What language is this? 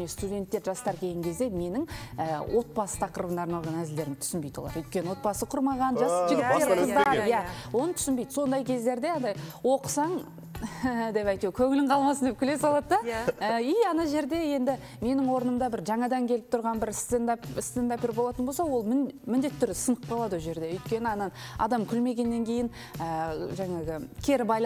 Kazakh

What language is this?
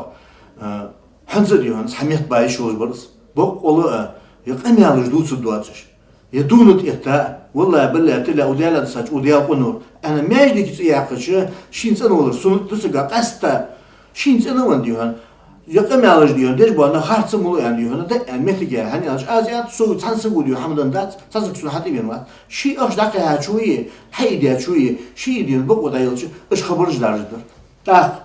Ingush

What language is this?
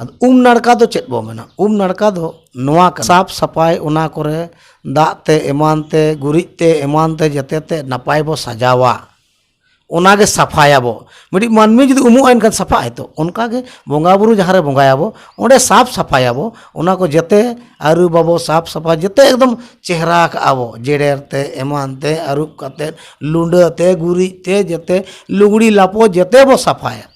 Santali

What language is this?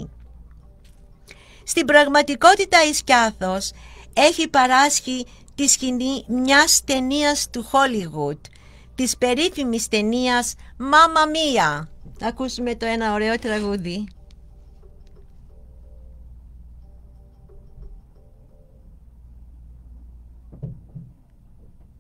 Greek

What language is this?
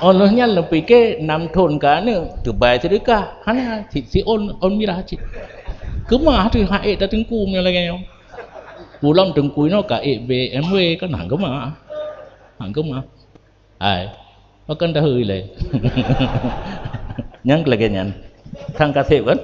Achinese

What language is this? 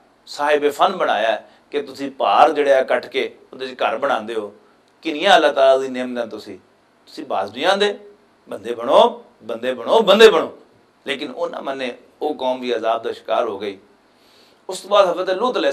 Western Panjabi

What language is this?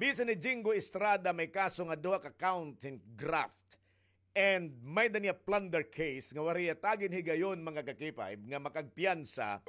Waray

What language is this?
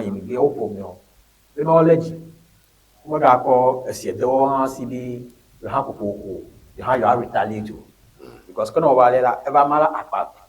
Ewe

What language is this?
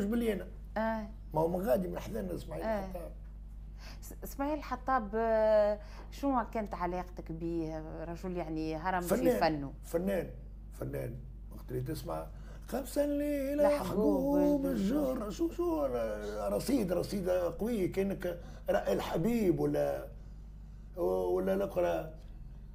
Tunisian Arabic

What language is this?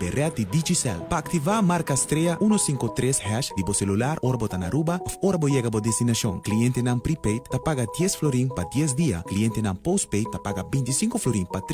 Papiamento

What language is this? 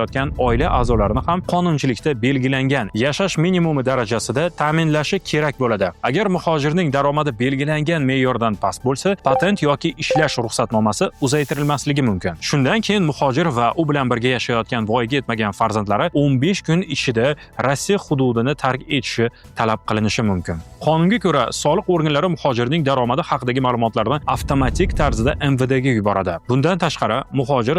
Uzbek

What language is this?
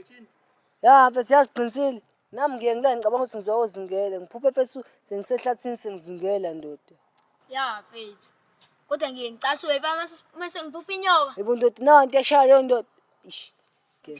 Zulu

